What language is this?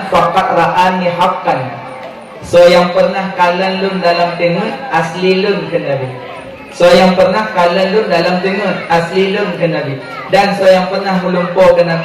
Achinese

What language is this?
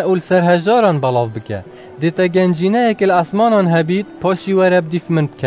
Kurdish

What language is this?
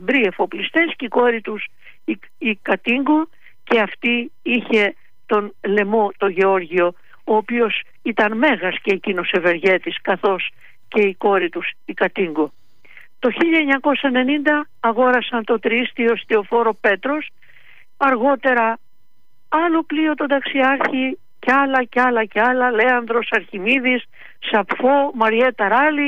Greek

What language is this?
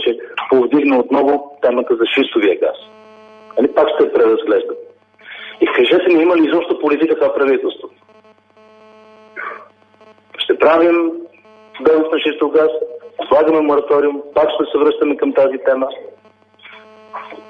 Bulgarian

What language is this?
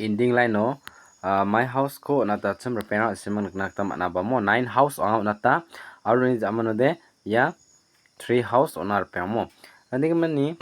Garo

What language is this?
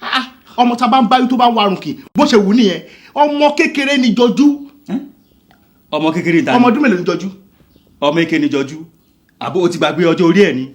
Yoruba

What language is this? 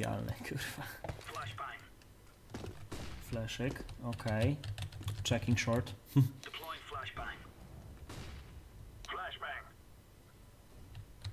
Polish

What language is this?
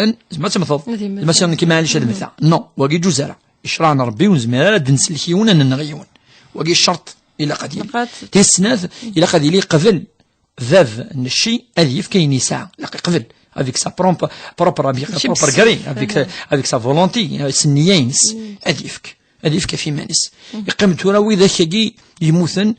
Kabyle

